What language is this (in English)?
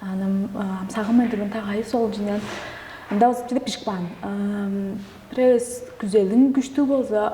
Tuvinian